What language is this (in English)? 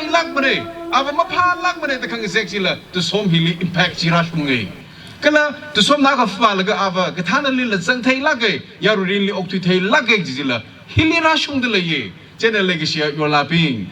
Tangkhul Naga (India)